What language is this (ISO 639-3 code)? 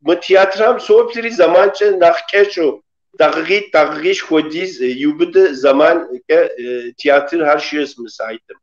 kbd